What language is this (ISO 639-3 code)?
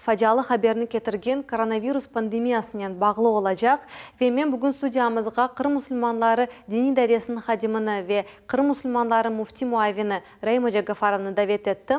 crh